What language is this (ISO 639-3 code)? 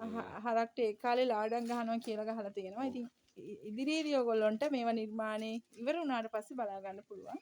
sin